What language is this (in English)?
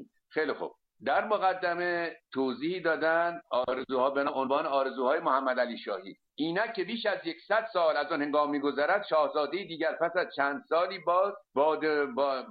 Persian